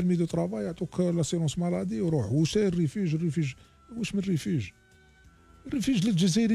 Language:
Algerian Arabic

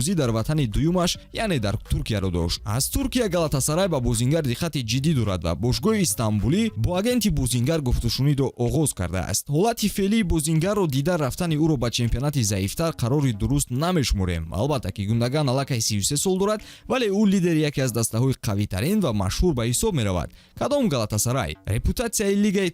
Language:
Tajik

